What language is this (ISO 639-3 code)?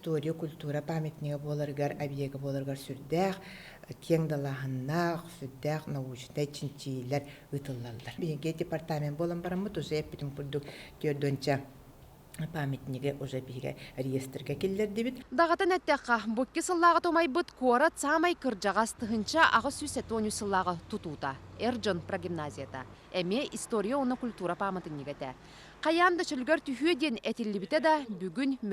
sah